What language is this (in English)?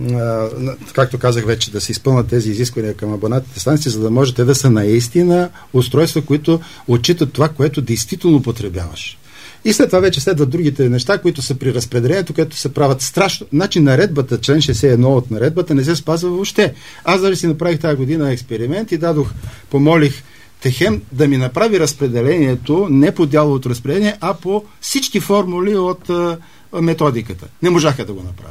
Bulgarian